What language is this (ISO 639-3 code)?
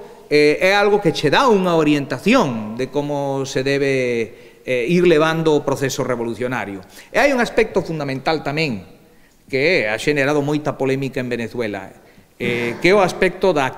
glg